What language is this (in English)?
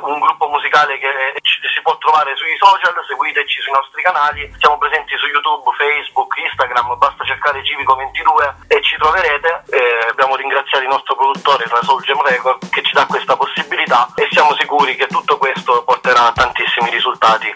Italian